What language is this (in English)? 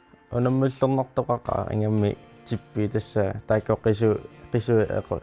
Kalaallisut